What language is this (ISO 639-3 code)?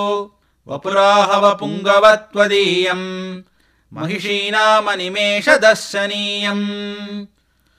san